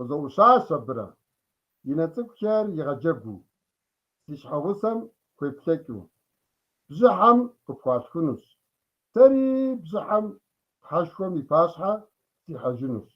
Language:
Kabardian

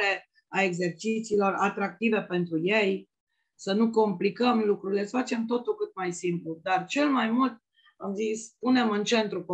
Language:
Romanian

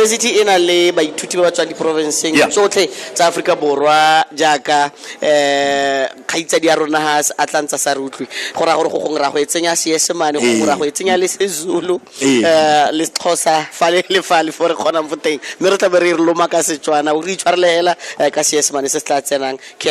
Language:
Tswana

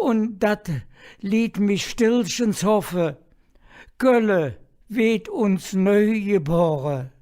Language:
Colognian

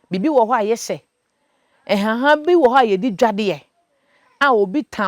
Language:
Akan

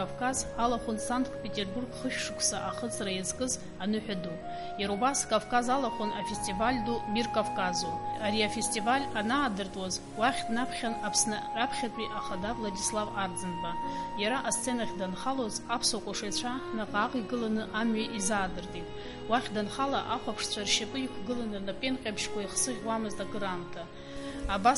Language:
Abkhazian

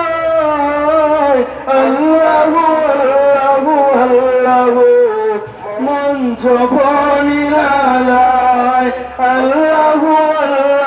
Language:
Sylheti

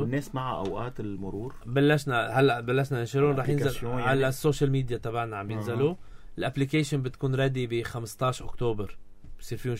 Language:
North Levantine Arabic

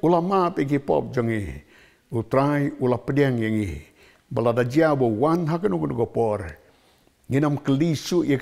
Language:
Khasi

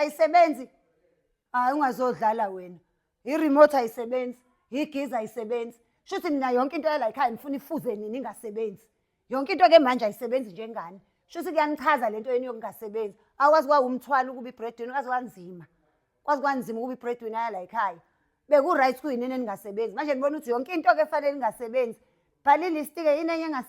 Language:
Zulu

